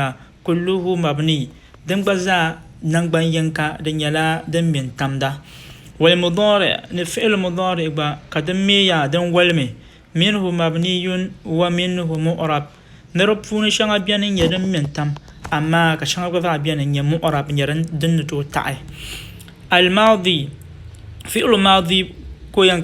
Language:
Dagbani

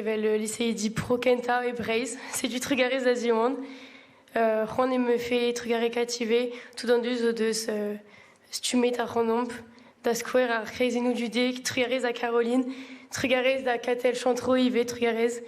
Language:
Breton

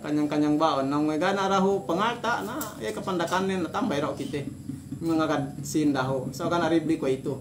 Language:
Yakan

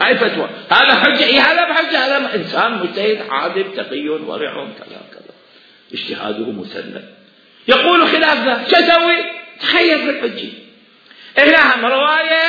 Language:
Mesopotamian Arabic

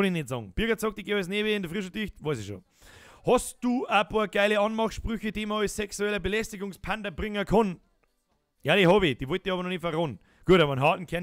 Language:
Bavarian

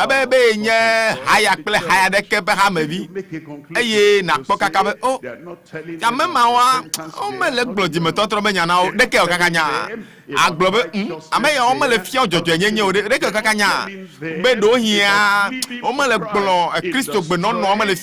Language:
Ewe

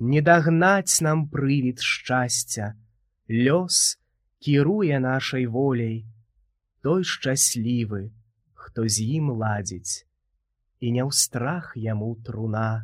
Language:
Belarusian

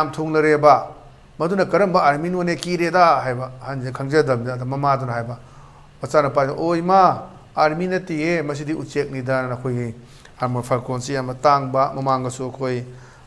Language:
Manipuri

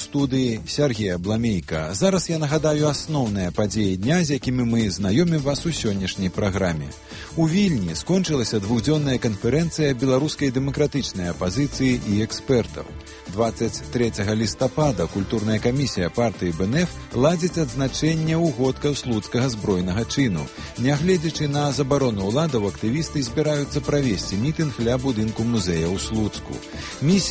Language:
Belarusian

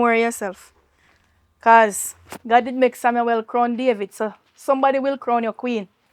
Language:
Jamaican Creole English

